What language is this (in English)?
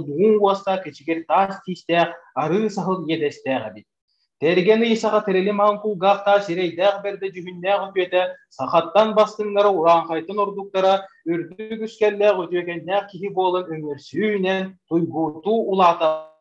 Yakut